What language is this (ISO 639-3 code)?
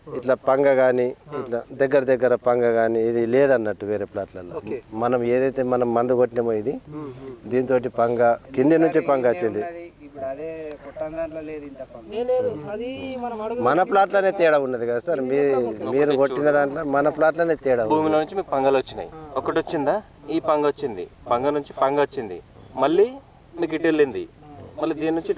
tel